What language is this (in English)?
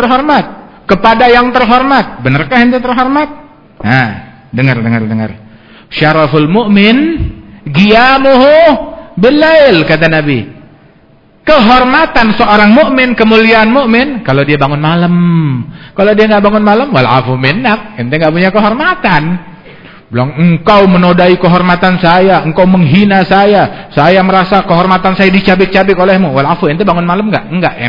Indonesian